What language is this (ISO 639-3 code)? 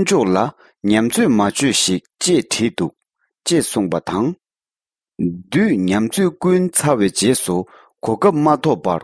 bod